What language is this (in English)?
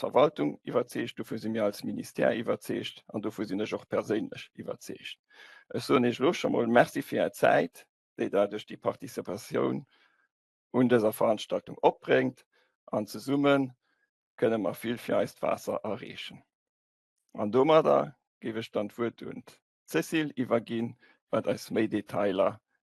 Luxembourgish